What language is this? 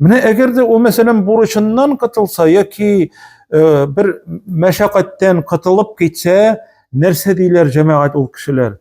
Tatar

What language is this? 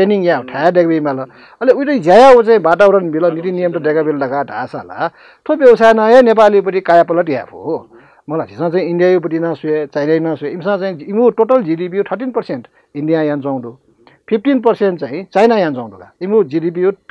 Newari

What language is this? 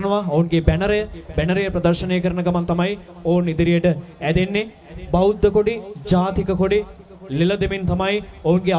Sinhala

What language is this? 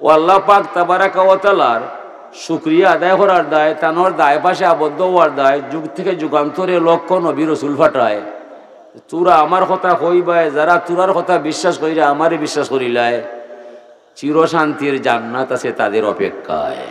Sylheti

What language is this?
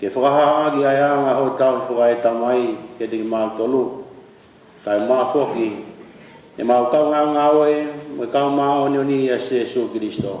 Tongan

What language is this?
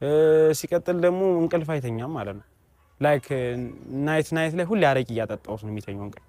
Amharic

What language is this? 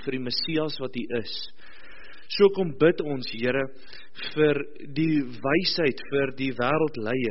Afrikaans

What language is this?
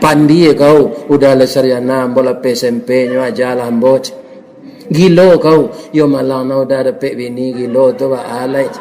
Minangkabau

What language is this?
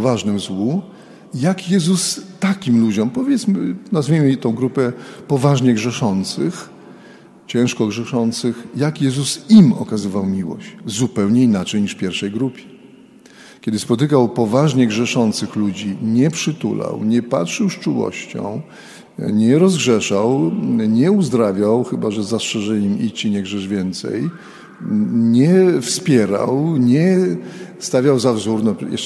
Polish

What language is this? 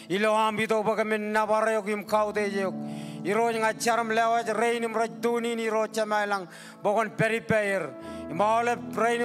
Marshallese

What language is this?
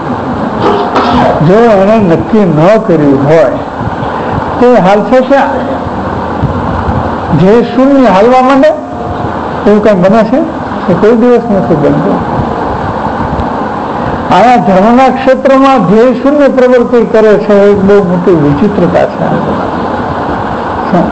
Gujarati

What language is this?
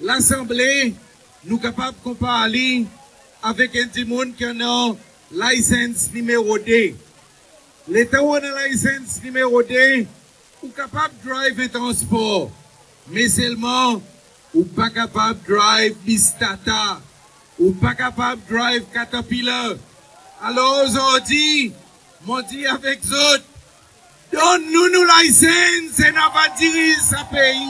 Seselwa Creole French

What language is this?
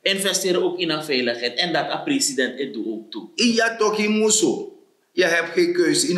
Sranan Tongo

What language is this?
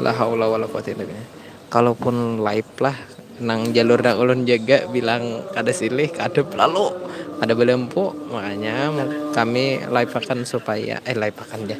Banjar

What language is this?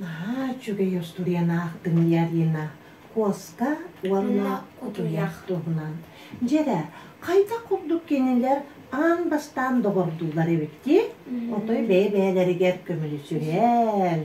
Yakut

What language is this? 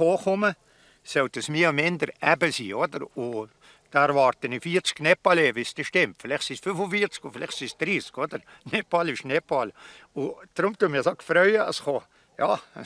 Swiss German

